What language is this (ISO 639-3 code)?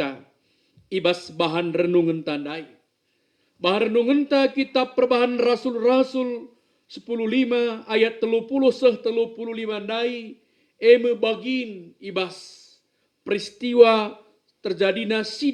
btx